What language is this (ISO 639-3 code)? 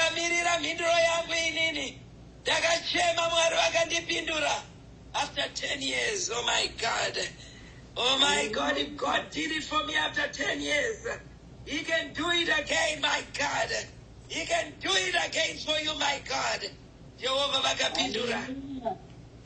sna